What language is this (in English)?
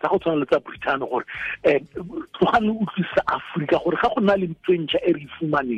Tswana